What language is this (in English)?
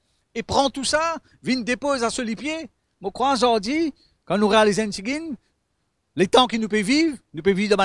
Morisyen